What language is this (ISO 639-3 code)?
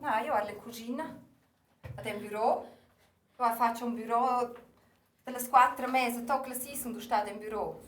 roh